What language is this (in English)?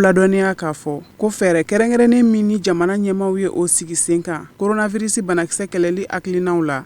Bambara